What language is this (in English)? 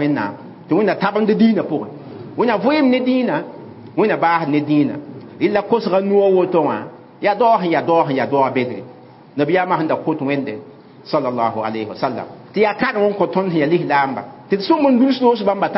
Mossi